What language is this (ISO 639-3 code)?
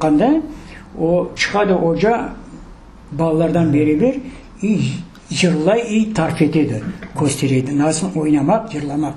crh